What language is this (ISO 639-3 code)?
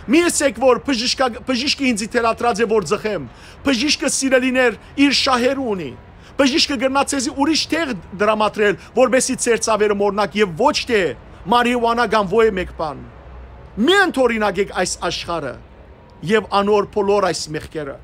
hyw